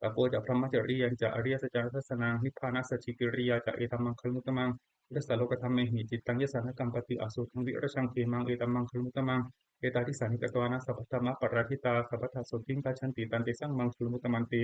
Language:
Pali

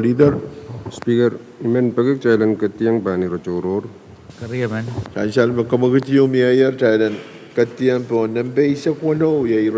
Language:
Pohnpeian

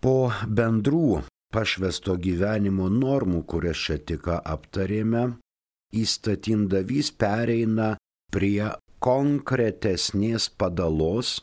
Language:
Lithuanian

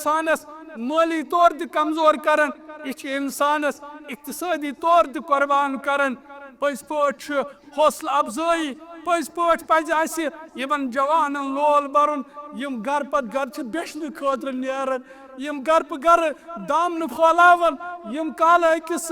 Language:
Kashmiri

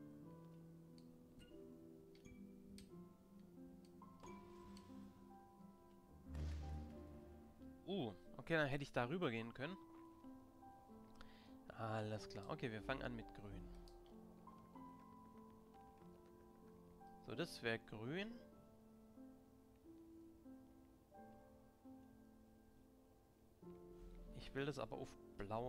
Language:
German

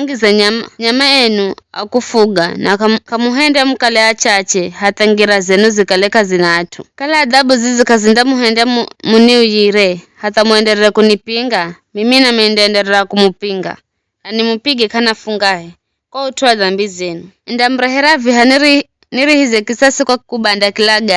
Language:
Giryama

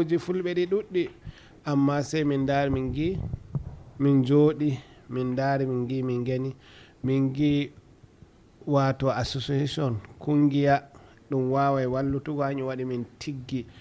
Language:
Fula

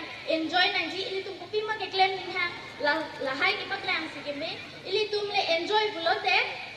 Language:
Karbi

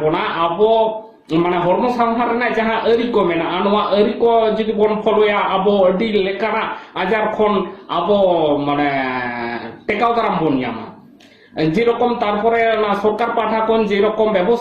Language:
Santali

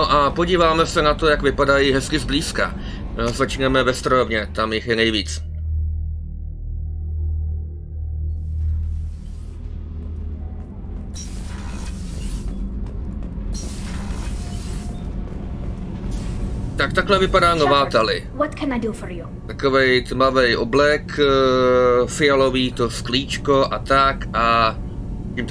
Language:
Czech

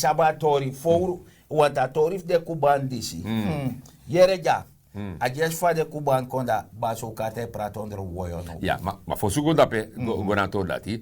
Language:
Sranan Tongo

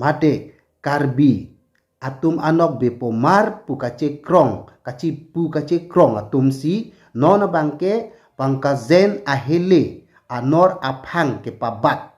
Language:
Karbi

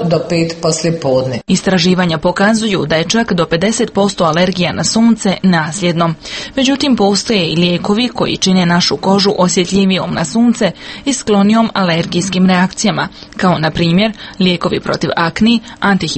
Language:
Croatian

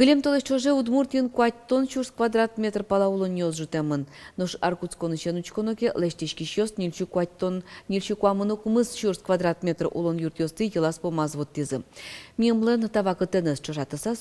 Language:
Udmurt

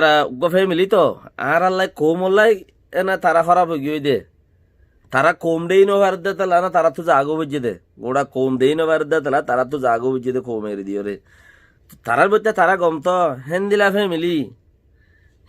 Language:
Rohingya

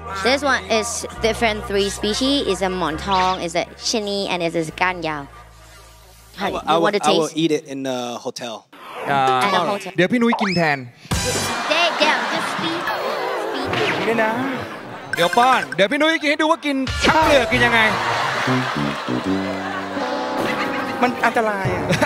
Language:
Thai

